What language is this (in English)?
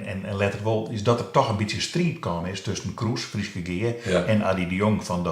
Western Frisian